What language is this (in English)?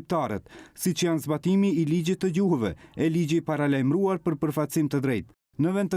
Albanian